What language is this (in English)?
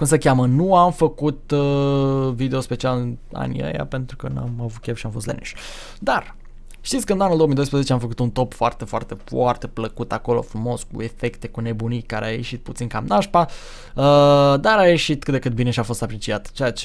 Romanian